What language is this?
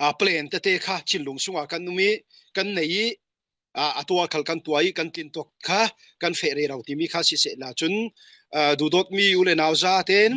Falam Chin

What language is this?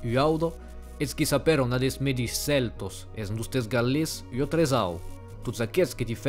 Occitan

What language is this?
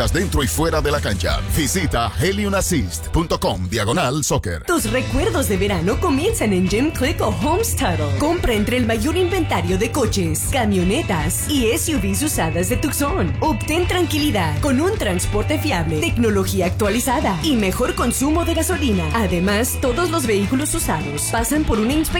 Spanish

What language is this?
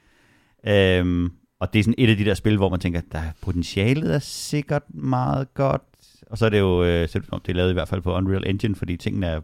Danish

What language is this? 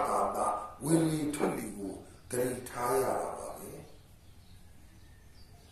Burmese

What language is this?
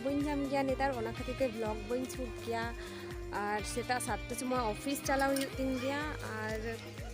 Santali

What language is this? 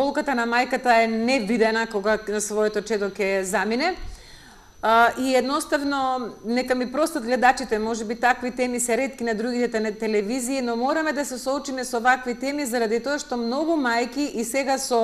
Macedonian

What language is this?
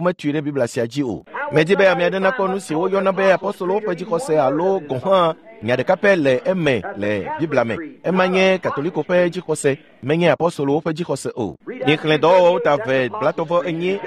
Ewe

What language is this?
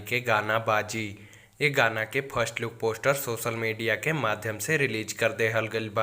Bhojpuri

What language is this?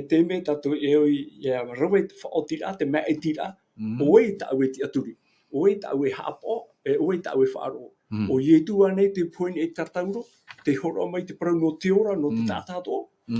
Tahitian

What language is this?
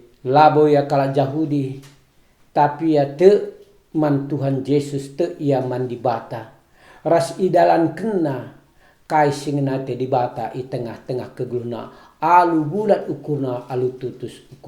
Batak Karo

